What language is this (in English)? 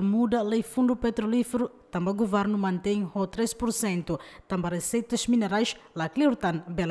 Tetum